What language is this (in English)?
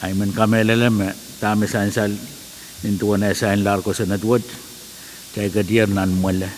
Pohnpeian